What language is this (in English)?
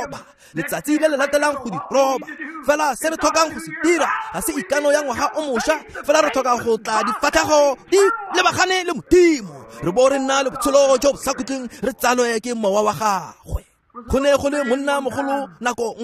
Tswana